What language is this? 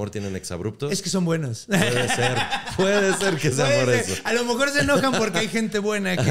Spanish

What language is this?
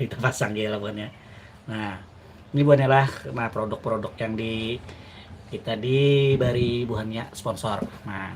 Banjar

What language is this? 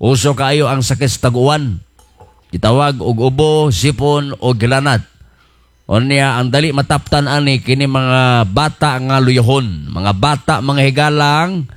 Cebuano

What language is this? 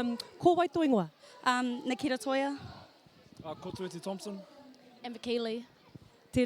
Māori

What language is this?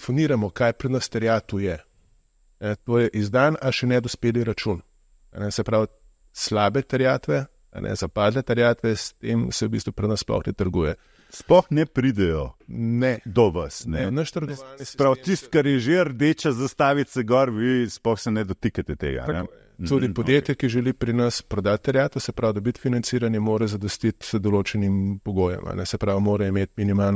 Slovenian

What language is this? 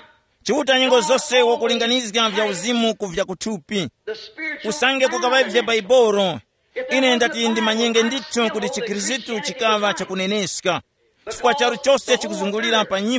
Tumbuka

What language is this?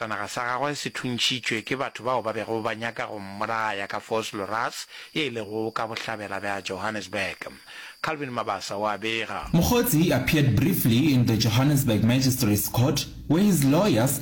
Northern Sotho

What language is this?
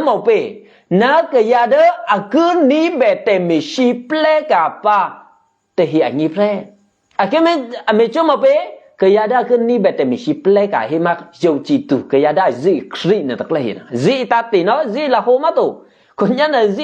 Eastern Kayah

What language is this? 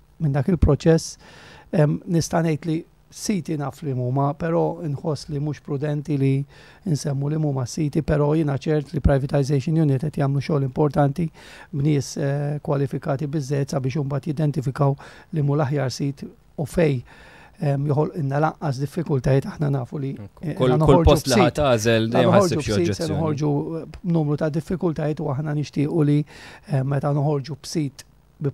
Maltese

